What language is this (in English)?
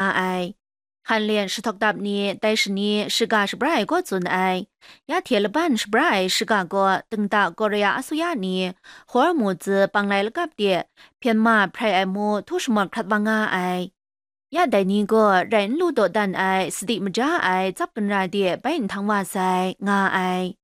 Kachin